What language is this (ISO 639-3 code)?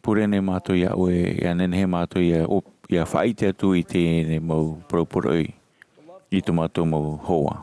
tah